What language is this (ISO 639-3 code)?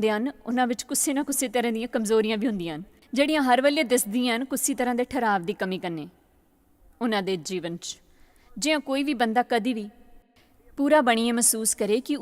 doi